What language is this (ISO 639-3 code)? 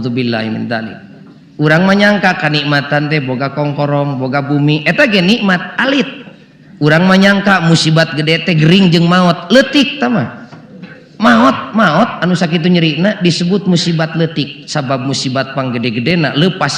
sun